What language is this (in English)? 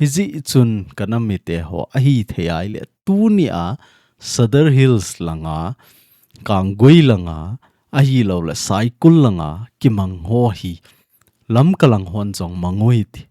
Thado Chin